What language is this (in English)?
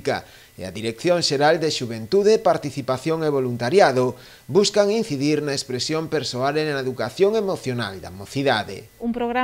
Galician